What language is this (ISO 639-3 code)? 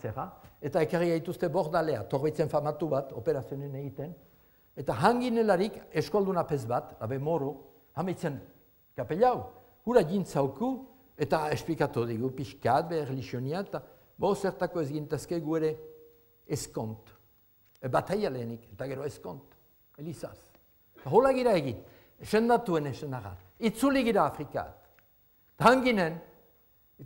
eus